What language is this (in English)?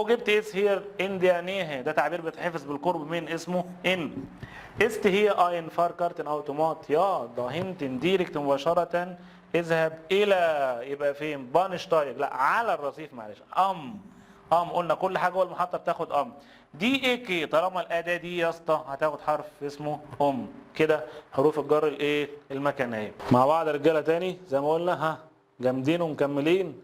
Egyptian Arabic